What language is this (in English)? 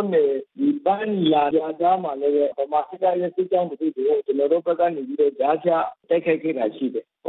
Burmese